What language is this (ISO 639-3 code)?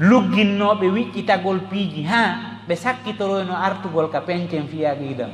ful